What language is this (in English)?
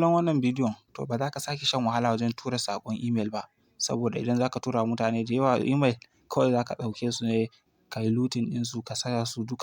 Hausa